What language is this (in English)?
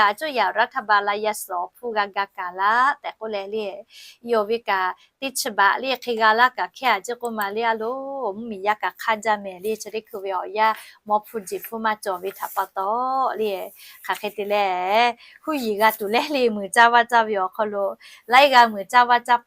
Lahu